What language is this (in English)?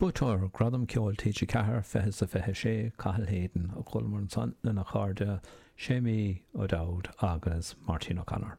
Irish